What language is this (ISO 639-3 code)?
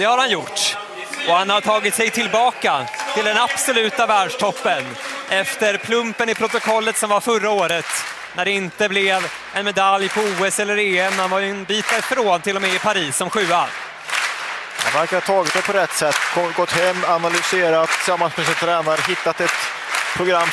swe